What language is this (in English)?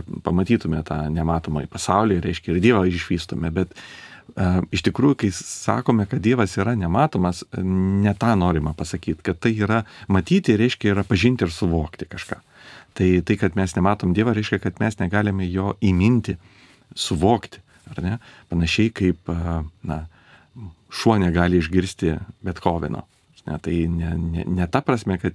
Lithuanian